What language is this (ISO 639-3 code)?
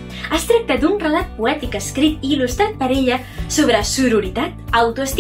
cat